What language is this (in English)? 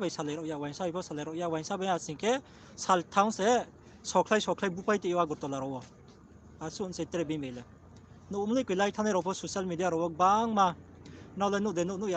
Riang (India)